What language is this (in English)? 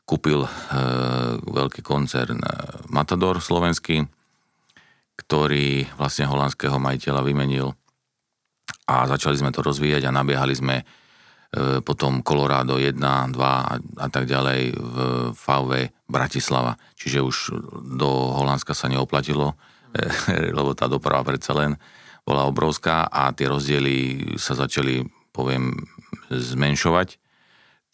Slovak